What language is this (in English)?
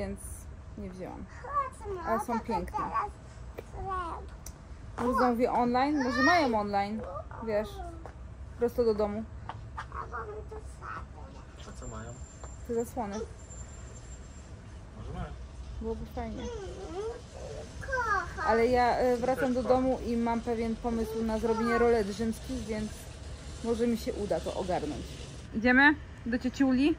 Polish